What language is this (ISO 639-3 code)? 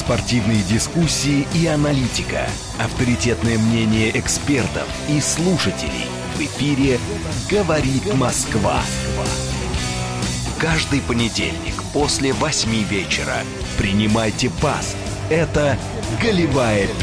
rus